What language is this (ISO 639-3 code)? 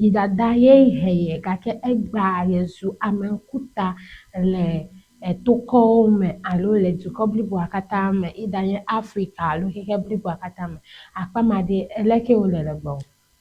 ewe